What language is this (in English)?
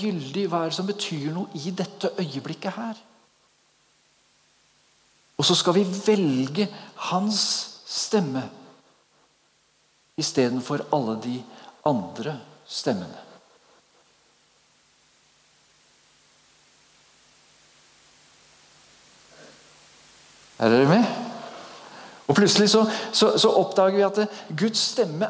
Norwegian